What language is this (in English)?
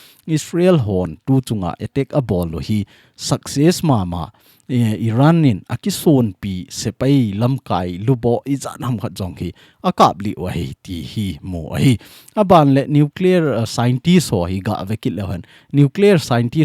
Thado Chin